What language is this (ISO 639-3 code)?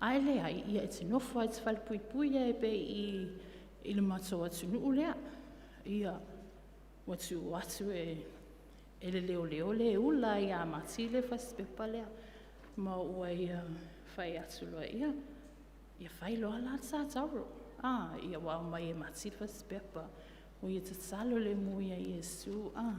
smo